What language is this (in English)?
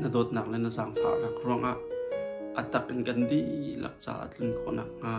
Hakha Chin